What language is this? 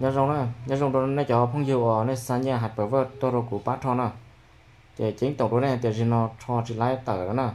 Hmong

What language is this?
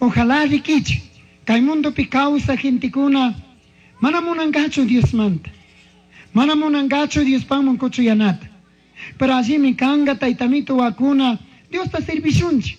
Chimborazo Highland Quichua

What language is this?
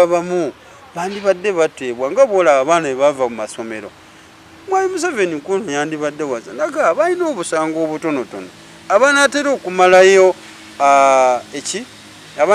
Ganda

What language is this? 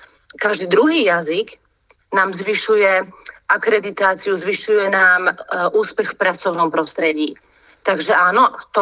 Slovak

